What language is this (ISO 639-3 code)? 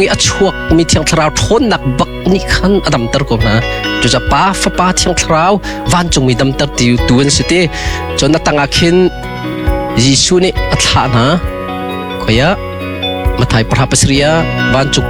cnh